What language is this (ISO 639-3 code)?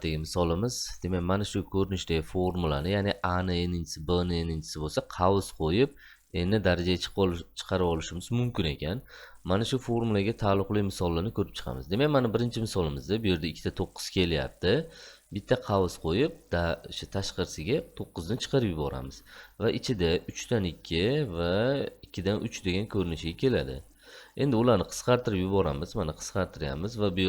uzb